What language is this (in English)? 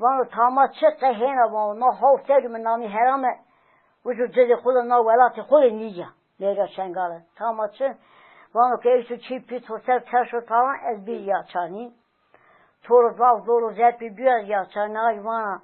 Zaza